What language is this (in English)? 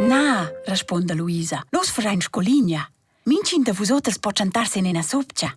Romansh